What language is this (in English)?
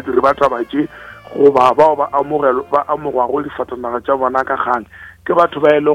Northern Sotho